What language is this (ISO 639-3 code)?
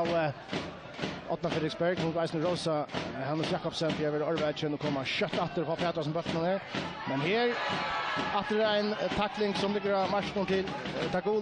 fao